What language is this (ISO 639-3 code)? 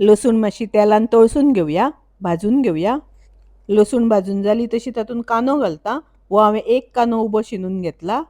kok